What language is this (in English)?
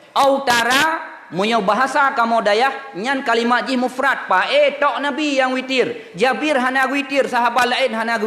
Achinese